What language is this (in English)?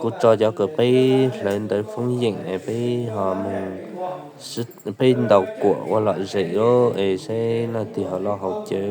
Hmong